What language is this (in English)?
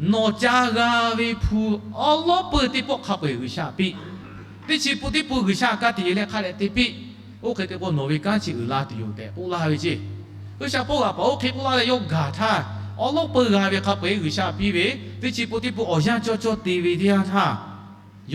Lahu